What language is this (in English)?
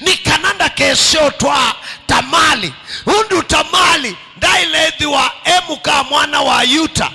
Kamba